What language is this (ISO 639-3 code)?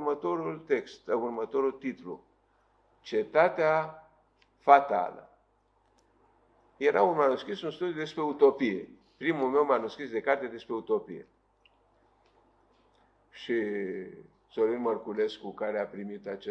ron